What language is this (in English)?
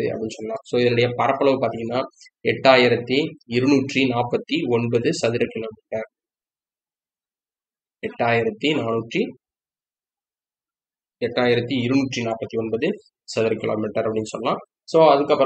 Tamil